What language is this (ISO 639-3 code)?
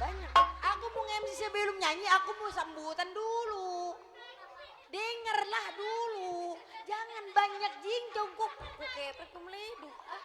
bew